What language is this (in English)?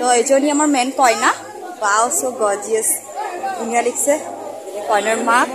Assamese